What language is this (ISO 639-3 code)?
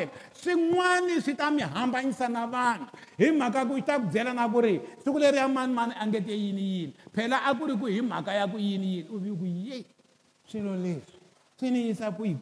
tso